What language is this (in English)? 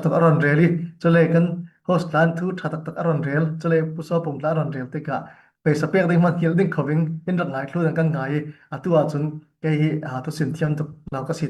Falam Chin